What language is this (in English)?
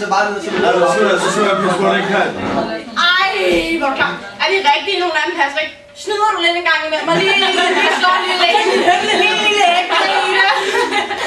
Danish